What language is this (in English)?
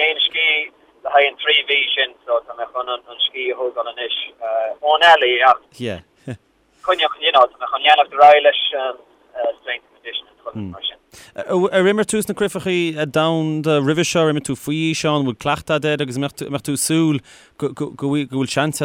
Irish